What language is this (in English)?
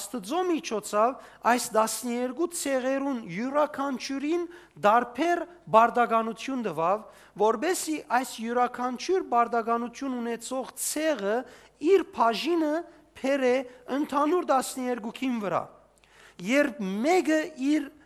Western Armenian